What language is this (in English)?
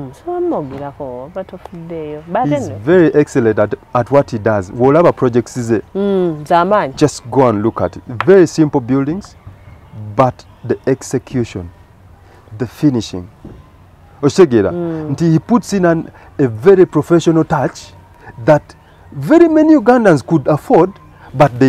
Ganda